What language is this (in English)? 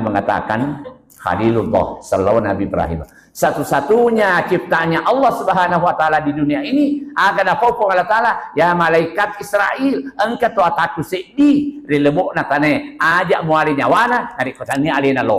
Buginese